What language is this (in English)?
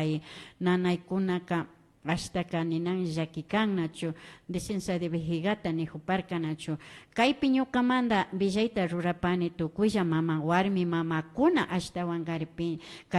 Imbabura Highland Quichua